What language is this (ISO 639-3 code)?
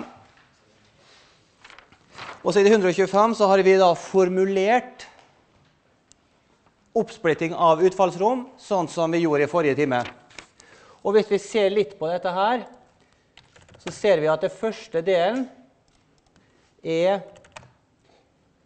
nor